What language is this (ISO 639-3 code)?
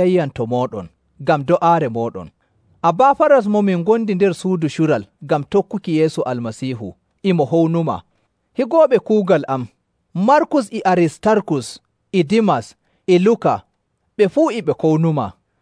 fuv